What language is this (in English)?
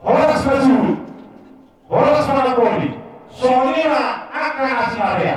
Batak Toba